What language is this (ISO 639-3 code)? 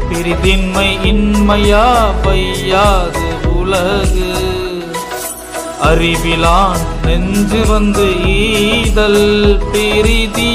tam